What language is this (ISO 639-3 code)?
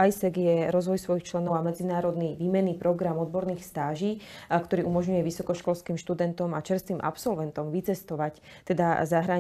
slk